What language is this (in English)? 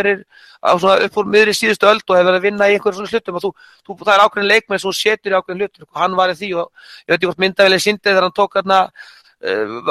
Icelandic